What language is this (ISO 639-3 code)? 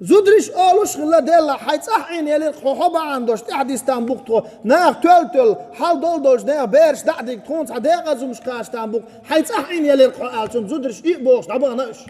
che